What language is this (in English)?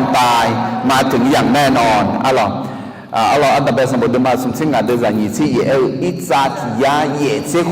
Akha